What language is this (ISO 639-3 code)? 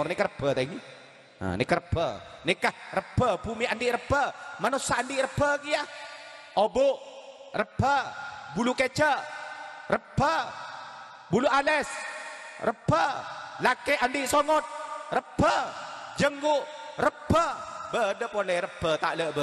mad